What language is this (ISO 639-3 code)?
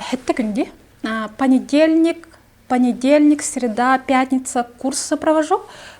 sah